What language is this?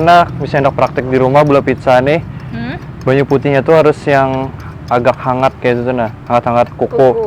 Banjar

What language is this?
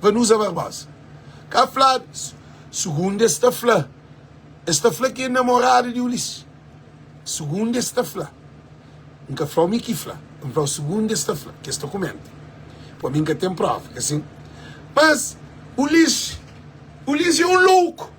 Kabuverdianu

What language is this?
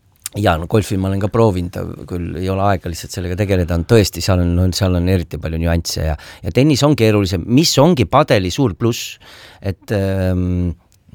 Estonian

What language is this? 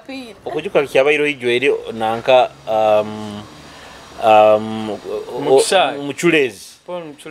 Nyoro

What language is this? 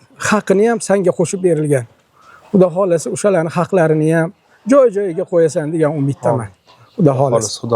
Uzbek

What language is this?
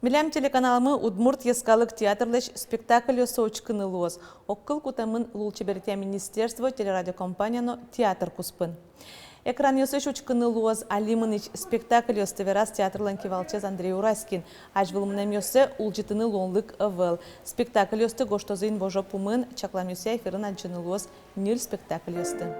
Udmurt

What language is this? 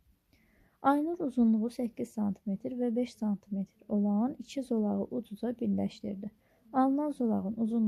Azerbaijani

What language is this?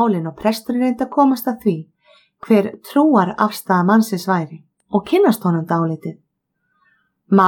Icelandic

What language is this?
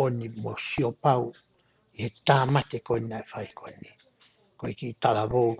Tongan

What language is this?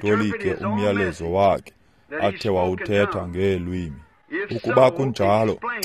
Xhosa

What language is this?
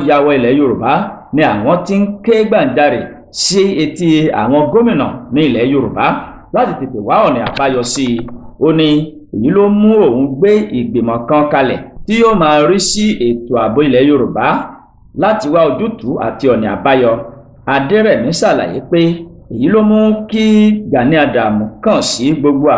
Yoruba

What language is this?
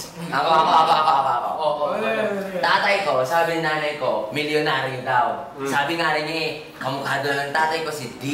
Filipino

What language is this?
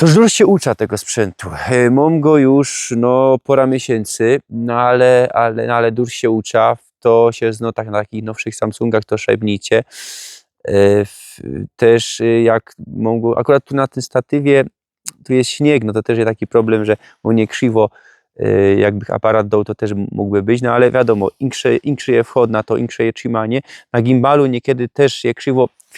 Silesian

